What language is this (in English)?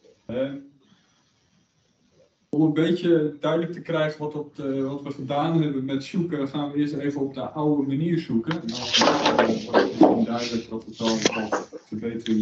Dutch